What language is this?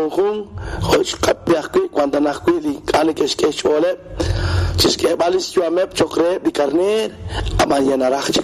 Kekchí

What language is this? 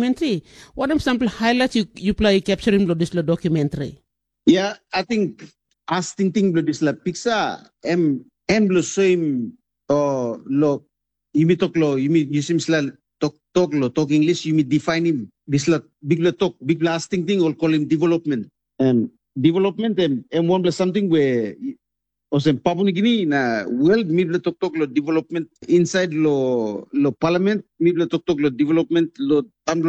Tok Pisin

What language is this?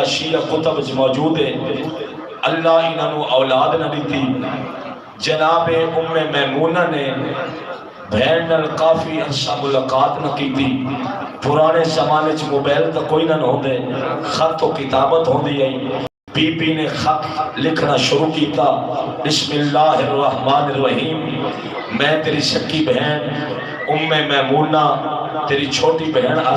Saraiki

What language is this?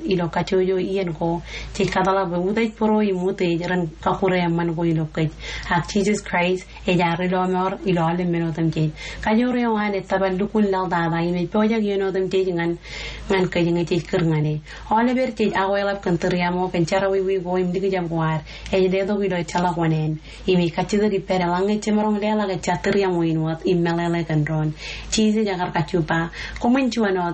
Marshallese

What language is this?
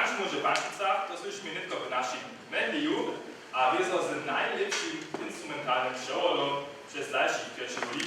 Upper Sorbian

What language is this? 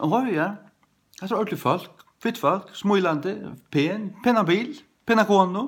Faroese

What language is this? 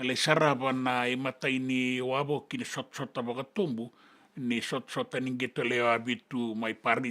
Fijian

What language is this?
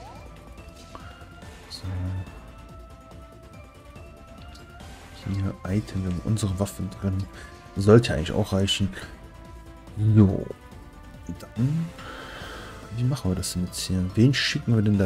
German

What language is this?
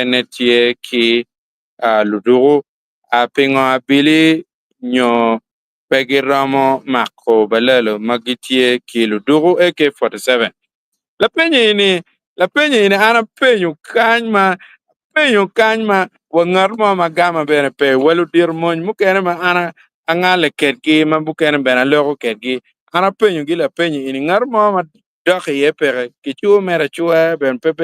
Acoli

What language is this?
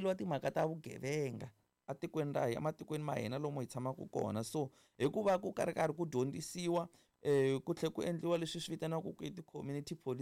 Tsonga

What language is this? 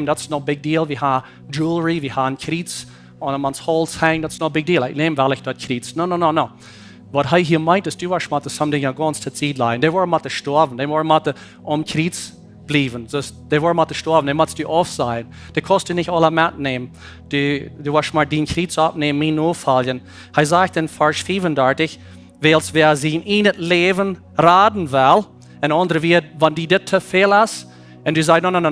Plautdietsch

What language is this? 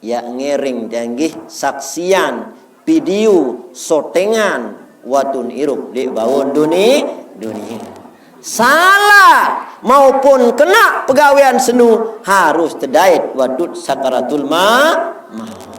Sasak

